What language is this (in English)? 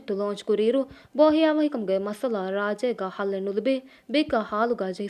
Divehi